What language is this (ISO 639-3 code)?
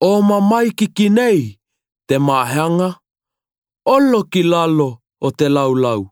tkl